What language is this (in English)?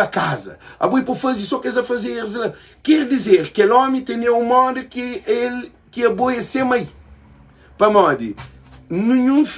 Kabuverdianu